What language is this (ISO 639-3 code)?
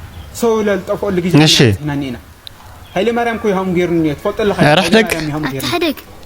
tir